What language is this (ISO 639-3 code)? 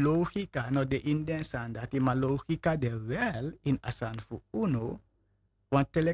srn